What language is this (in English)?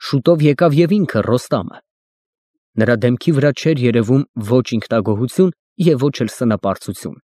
Armenian